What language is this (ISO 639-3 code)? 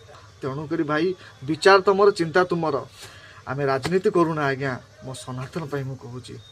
ori